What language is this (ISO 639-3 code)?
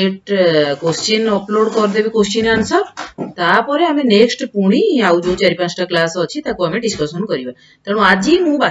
ori